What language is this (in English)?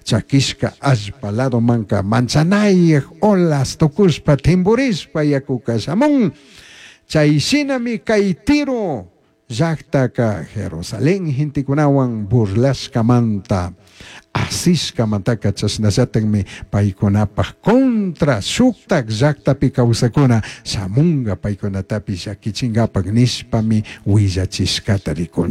Chimborazo Highland Quichua